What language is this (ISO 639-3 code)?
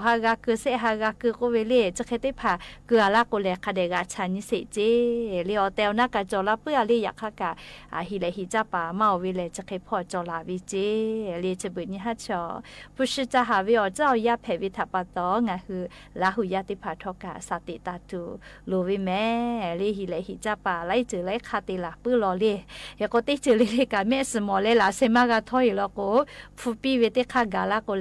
lhu